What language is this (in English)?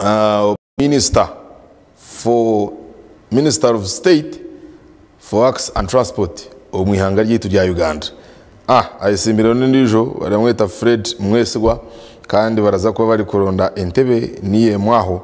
Nyankole